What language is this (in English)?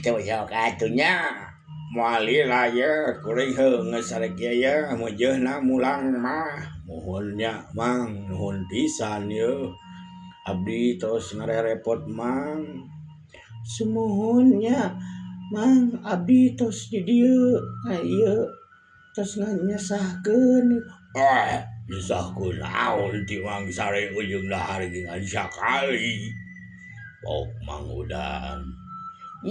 Sundanese